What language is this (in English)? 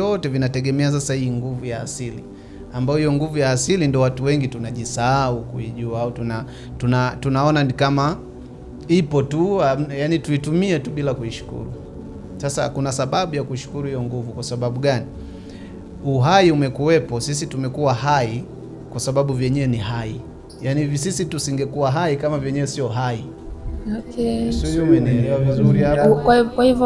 Swahili